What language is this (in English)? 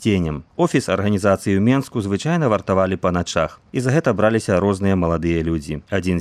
Belarusian